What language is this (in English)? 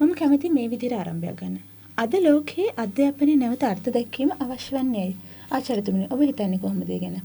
Sinhala